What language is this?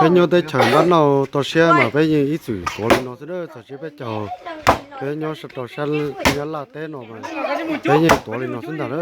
Hmong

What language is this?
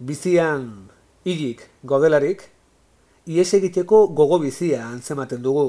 Basque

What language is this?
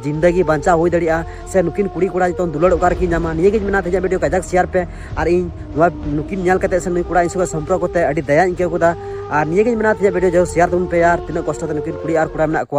Santali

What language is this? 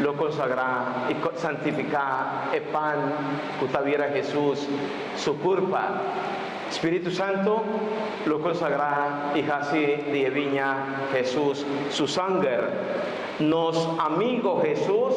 Papiamento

